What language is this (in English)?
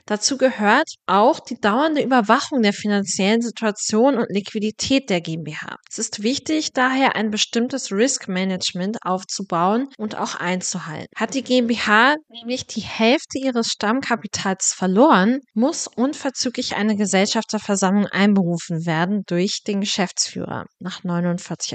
German